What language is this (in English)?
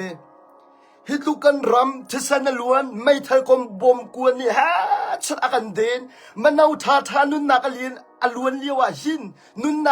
Hakha Chin